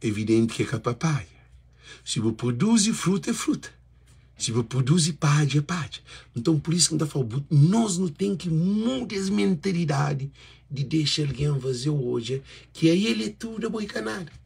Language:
Kabuverdianu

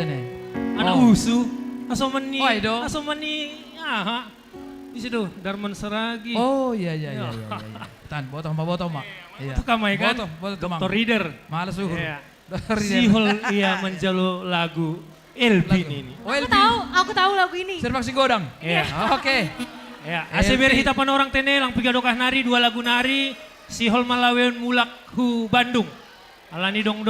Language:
Batak Simalungun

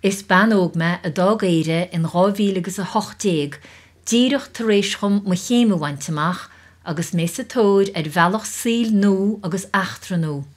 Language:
Irish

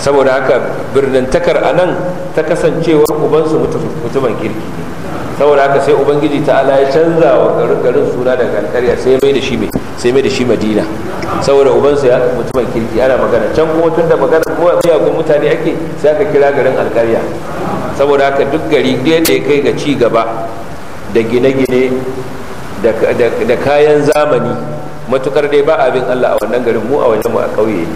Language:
Hausa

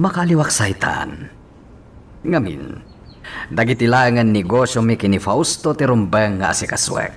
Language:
Iloko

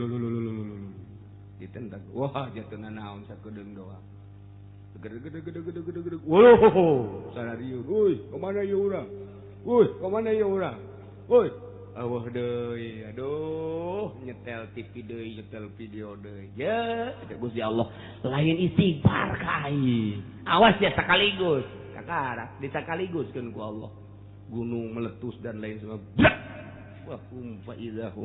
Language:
Sundanese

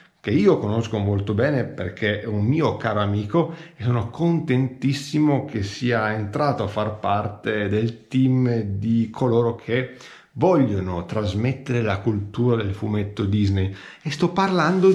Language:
Italian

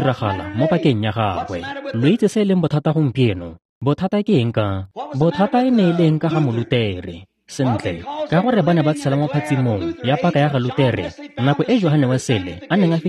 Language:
Tswana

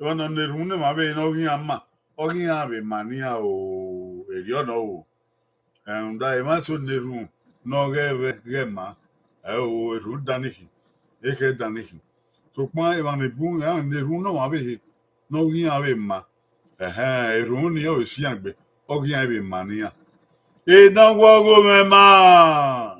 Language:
Bini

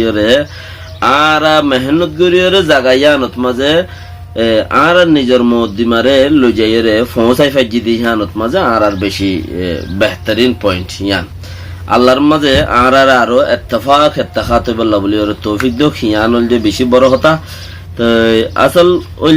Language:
Rohingya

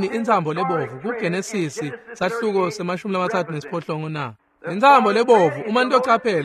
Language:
Swati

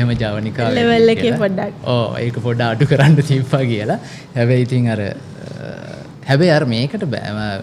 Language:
Sinhala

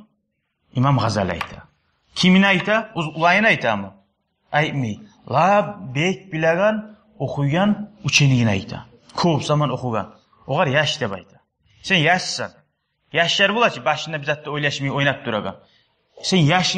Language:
Kumyk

